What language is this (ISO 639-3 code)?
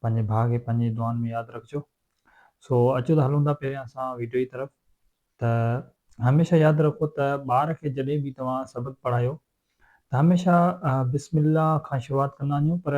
snd